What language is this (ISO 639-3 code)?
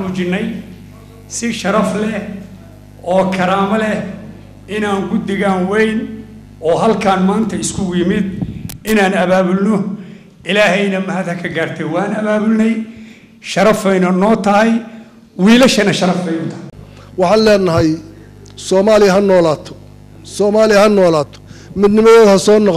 som